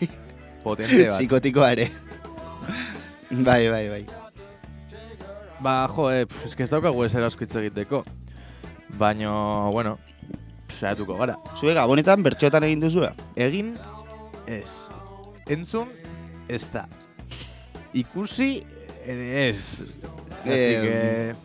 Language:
Basque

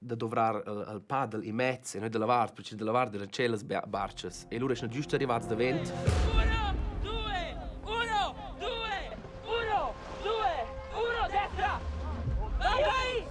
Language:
Romansh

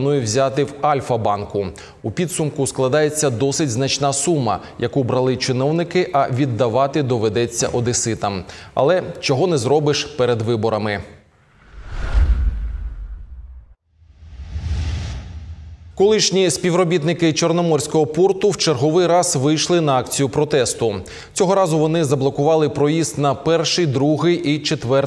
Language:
Ukrainian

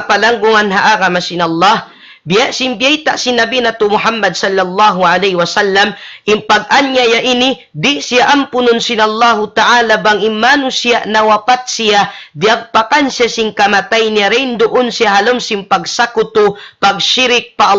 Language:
Tausug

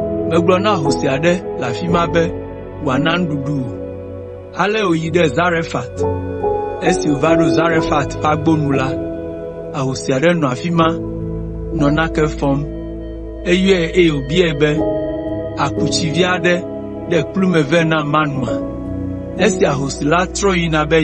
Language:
Ewe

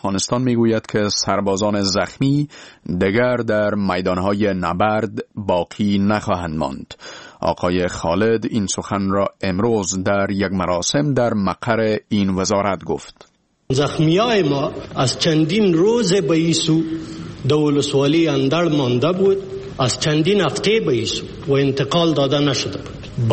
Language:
Persian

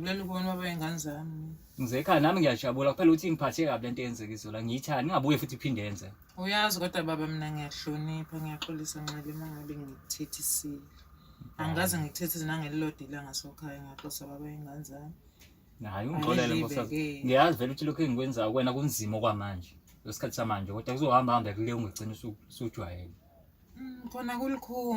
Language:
Zulu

